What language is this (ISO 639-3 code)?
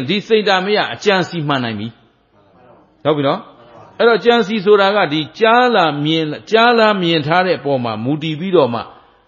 mya